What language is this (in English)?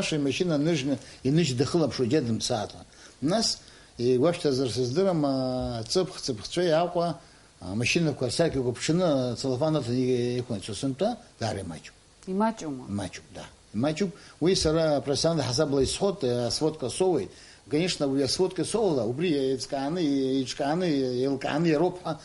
Abkhazian